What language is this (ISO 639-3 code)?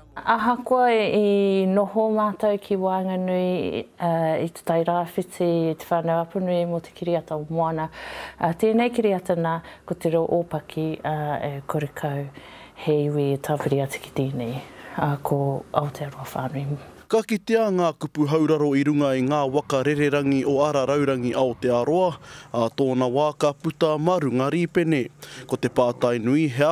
mri